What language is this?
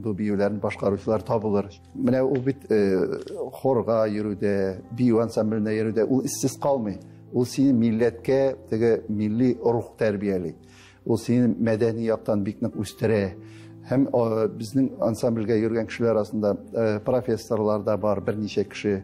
Tatar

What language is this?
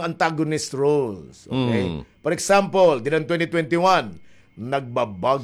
Waray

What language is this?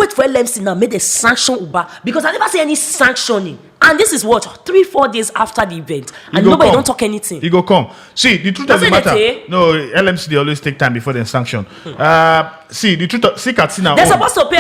Nigerian Pidgin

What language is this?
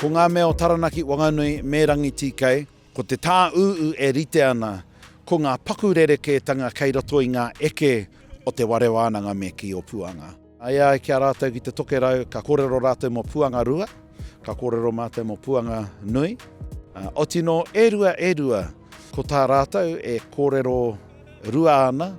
Māori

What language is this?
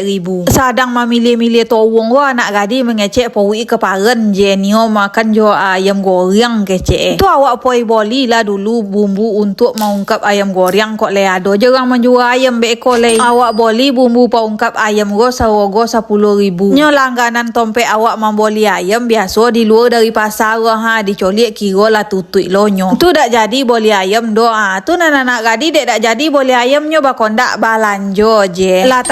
Minangkabau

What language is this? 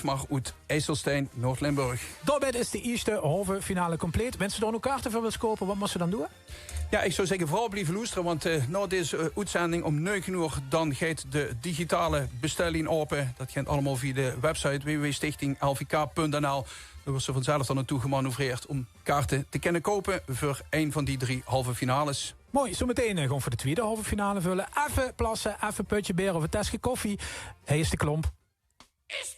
Limburgish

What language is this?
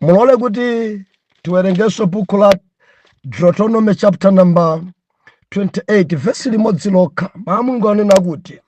Nyanja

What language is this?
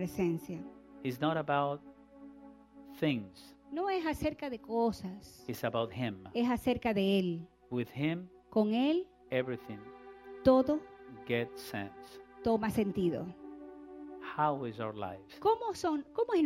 Spanish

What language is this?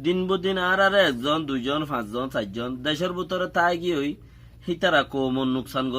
Rohingya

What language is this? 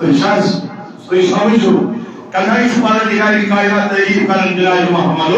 Kashmiri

